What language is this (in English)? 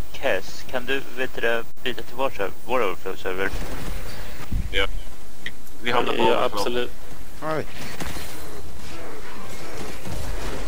Swedish